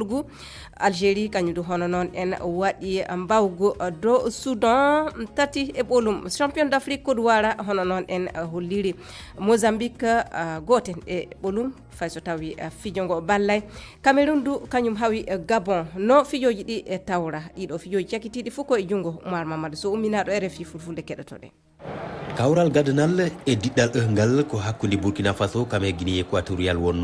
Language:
Fula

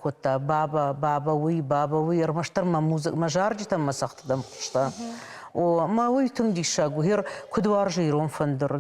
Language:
Ossetic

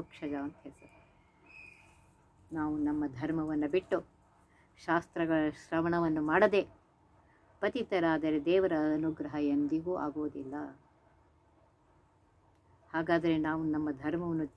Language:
Kannada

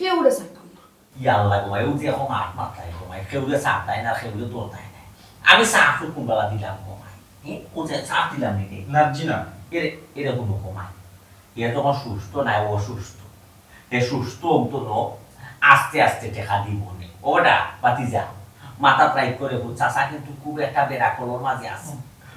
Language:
Sylheti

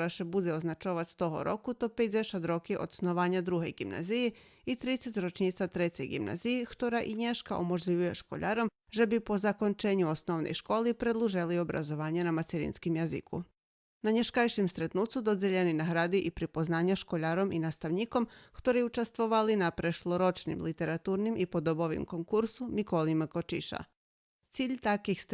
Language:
Rusyn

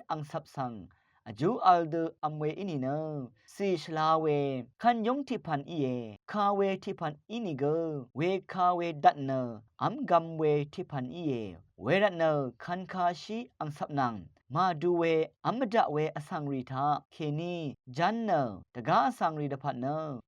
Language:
Rawang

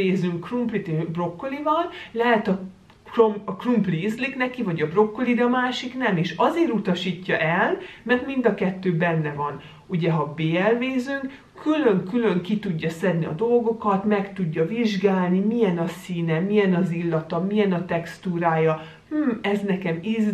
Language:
Hungarian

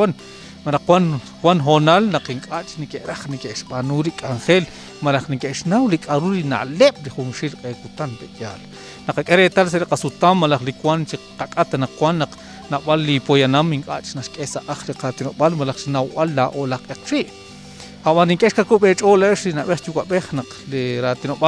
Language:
Kekchí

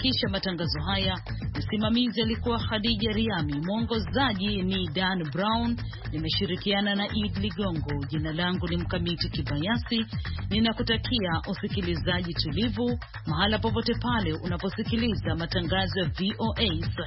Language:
Swahili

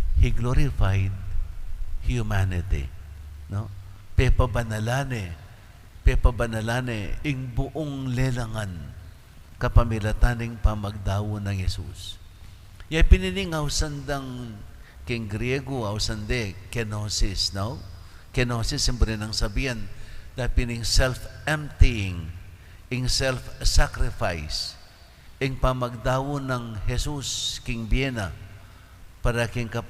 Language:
Pampanga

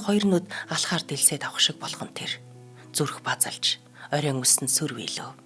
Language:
Mongolian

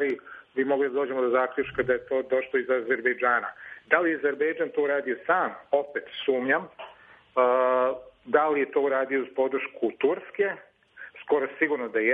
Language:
Serbian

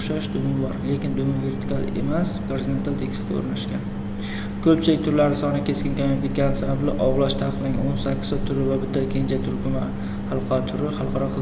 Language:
Uzbek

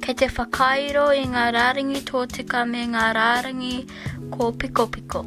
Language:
Māori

